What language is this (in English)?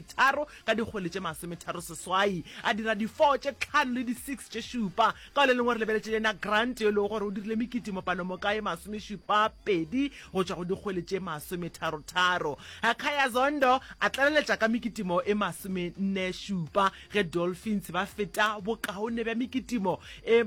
Northern Sotho